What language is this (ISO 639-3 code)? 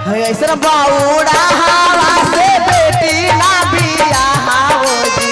mag